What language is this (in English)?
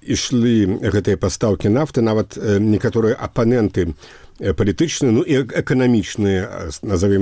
Belarusian